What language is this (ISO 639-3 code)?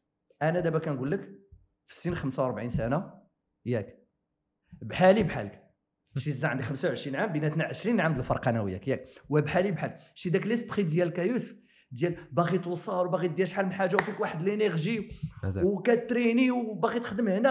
ary